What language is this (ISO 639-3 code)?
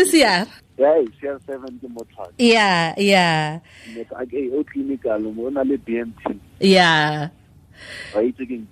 tsn